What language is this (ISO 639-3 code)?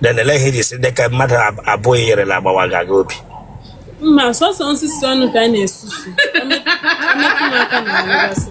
ibo